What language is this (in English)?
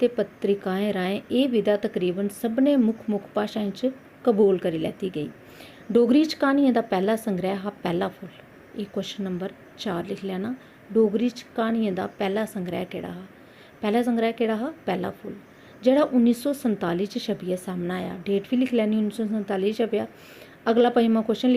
Dogri